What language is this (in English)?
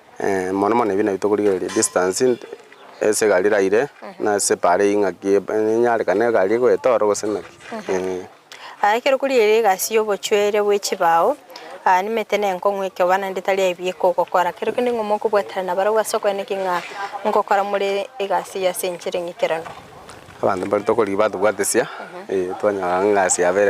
Gusii